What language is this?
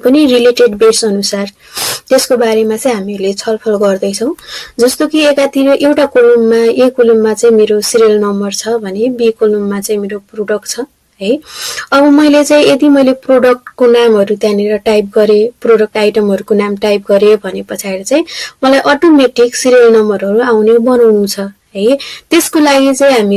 Nepali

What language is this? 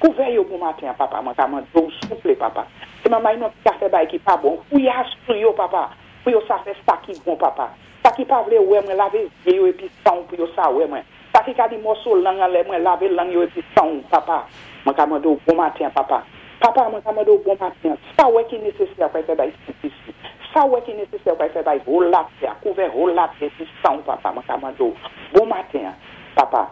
Saint Lucian Creole French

